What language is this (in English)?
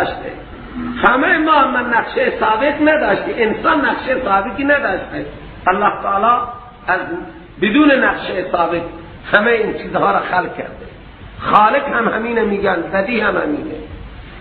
Persian